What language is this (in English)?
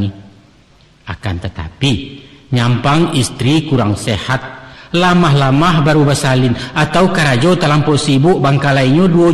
Minangkabau